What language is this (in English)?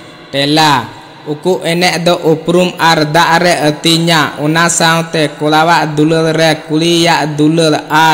Santali